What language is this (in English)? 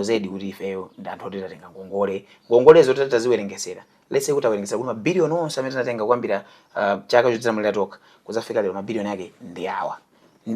Nyanja